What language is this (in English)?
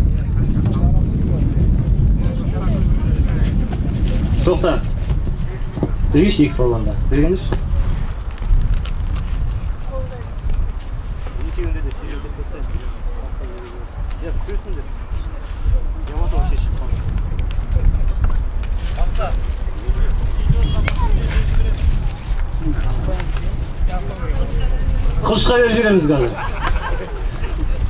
Kazakh